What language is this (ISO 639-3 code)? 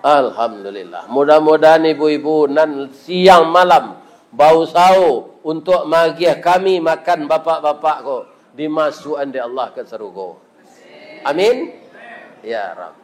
min